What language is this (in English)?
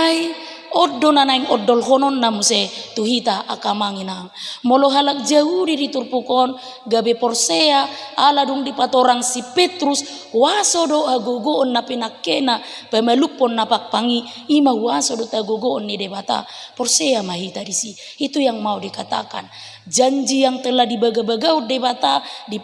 Batak Toba